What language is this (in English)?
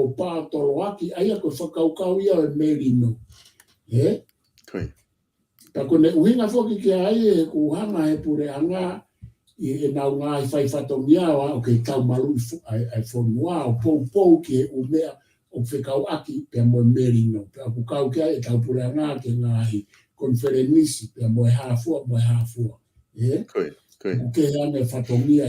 Tongan